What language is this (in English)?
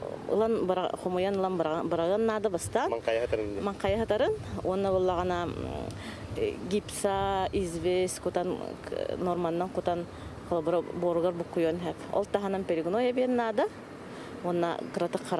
Yakut